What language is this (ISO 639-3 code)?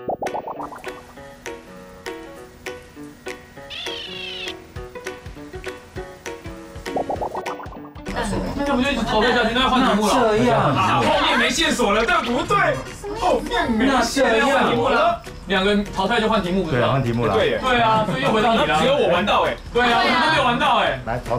zho